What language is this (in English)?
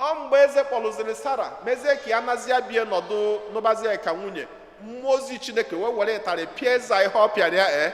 Igbo